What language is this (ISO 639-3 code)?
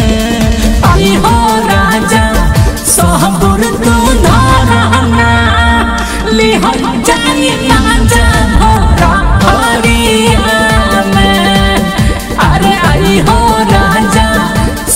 bho